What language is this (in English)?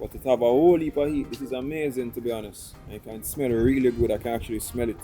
Jamaican Creole English